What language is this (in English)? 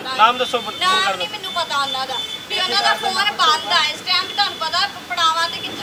Punjabi